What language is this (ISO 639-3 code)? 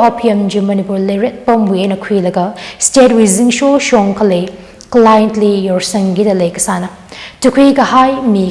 nmf